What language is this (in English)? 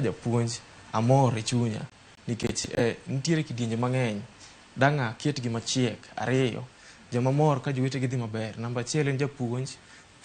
Luo (Kenya and Tanzania)